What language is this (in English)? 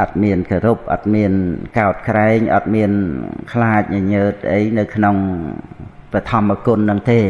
Khmer